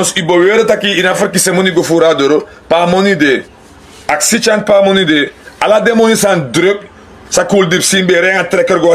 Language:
Sranan Tongo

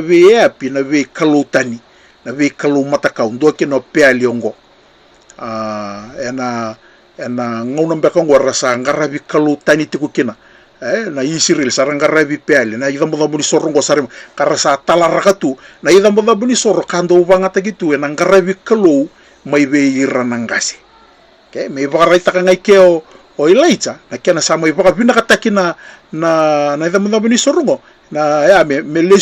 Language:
Fijian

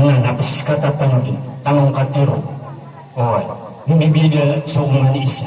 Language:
Maranao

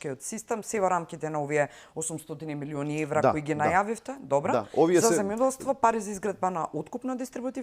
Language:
Macedonian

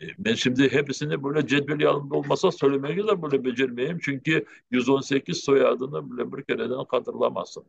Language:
Crimean Tatar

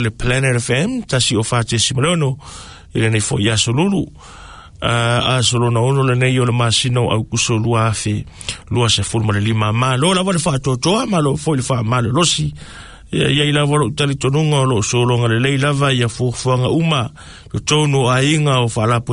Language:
Samoan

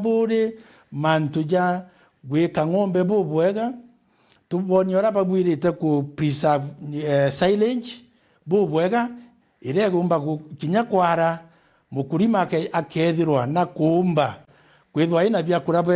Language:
Meru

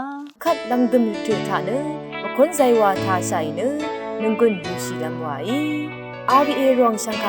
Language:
Rawang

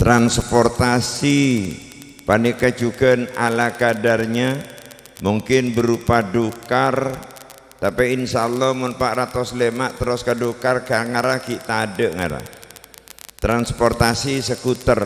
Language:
Madurese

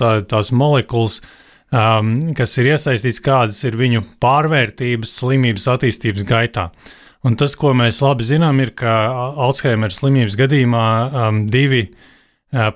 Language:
Latvian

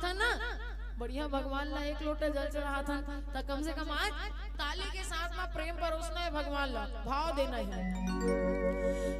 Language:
Chhattisgarhi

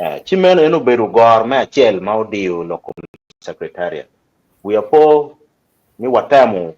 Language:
Acoli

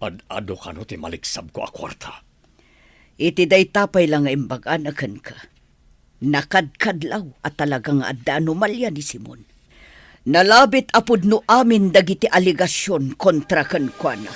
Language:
Iloko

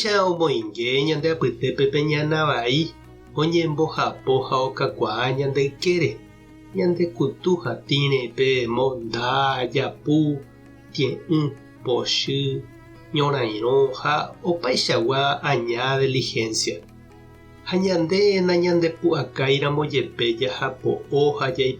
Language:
Guarani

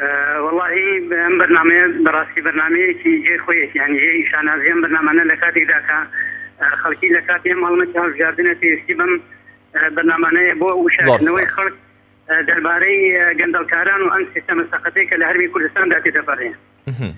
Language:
Central Kurdish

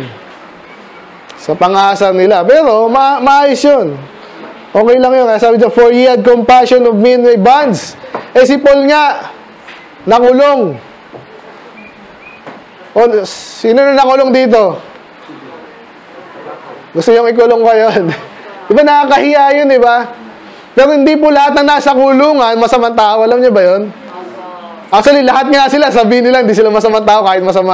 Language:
Filipino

